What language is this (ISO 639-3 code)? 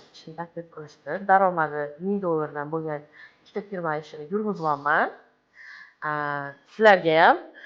uzb